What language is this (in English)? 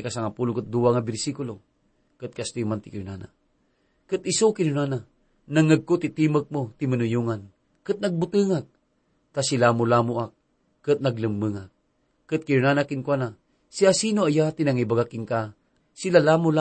Iloko